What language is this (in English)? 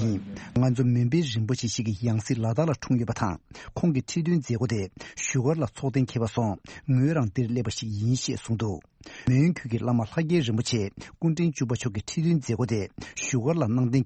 Tibetan